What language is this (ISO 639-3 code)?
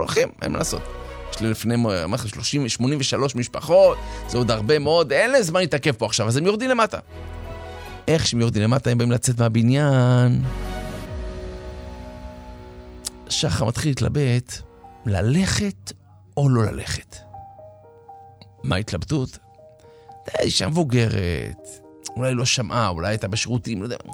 heb